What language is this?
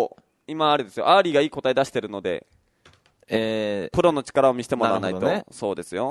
Japanese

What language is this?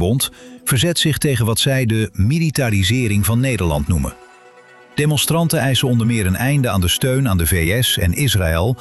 Dutch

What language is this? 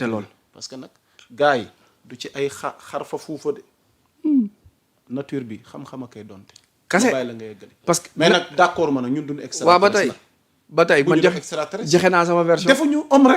Wolof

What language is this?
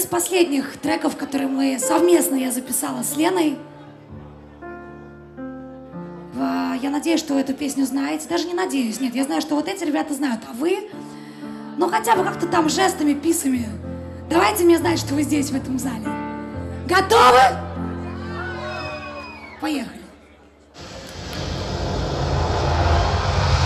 Russian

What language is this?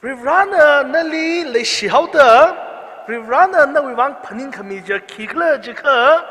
Tangkhul Naga (India)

